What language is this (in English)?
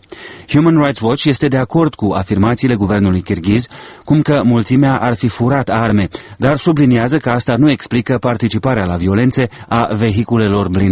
Romanian